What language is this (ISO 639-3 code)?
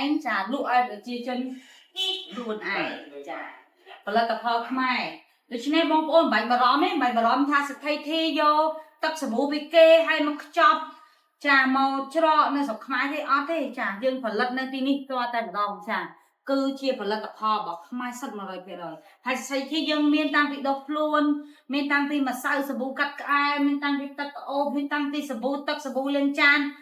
khm